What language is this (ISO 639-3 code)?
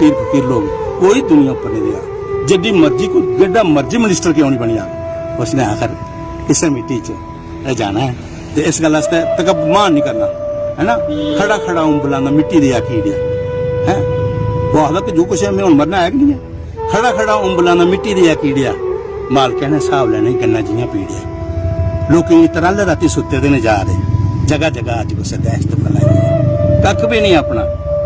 doi